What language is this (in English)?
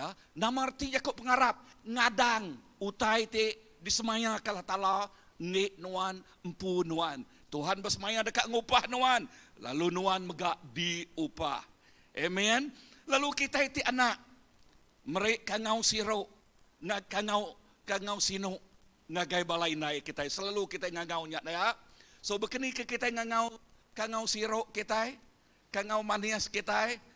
Iban